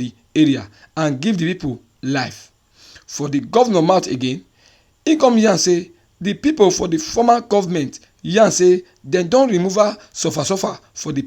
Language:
Nigerian Pidgin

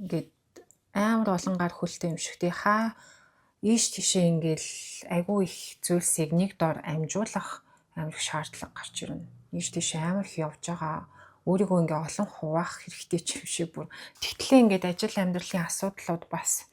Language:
Mongolian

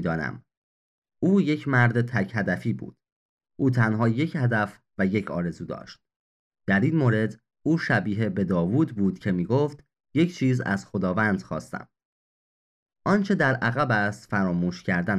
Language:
Persian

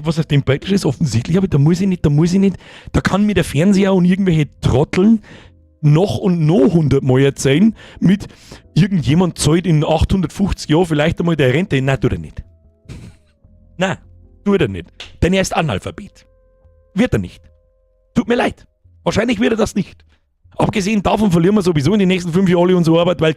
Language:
Bavarian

